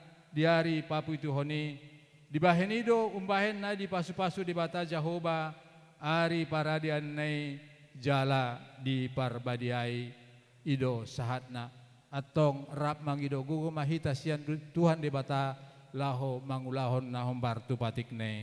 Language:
Batak Toba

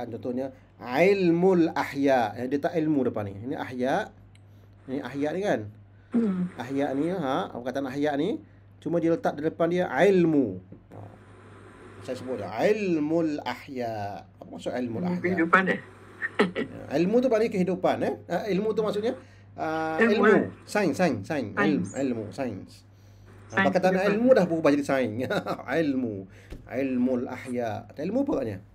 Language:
Malay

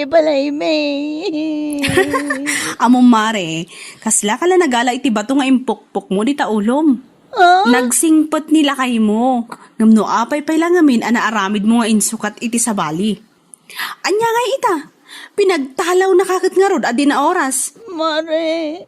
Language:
Iloko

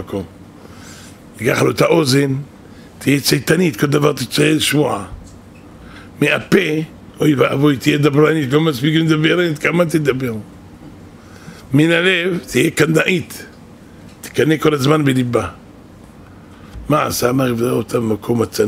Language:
Hebrew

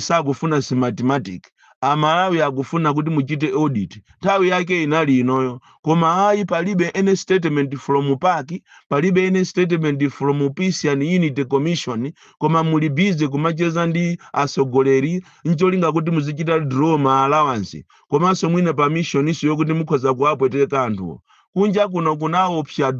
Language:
Nyanja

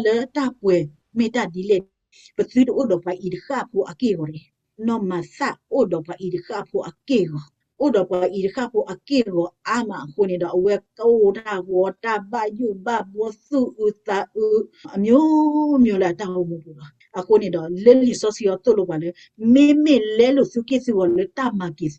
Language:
S'gaw Karen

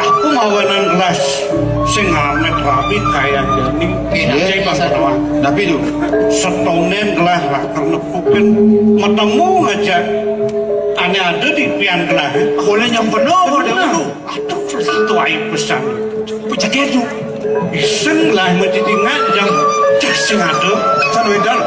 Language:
Balinese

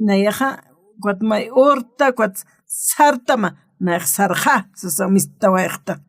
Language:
Aymara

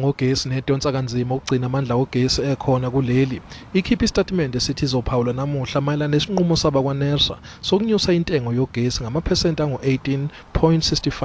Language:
Zulu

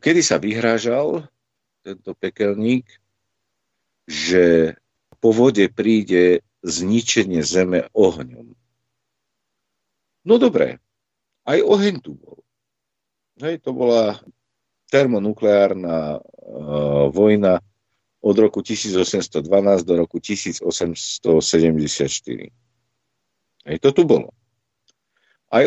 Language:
Slovak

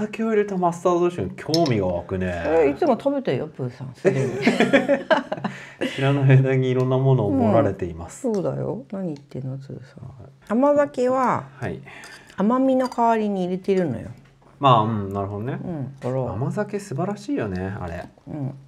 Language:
Japanese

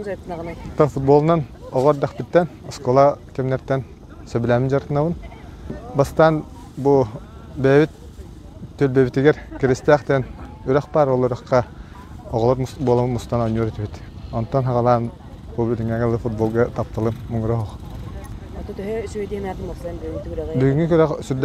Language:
Yakut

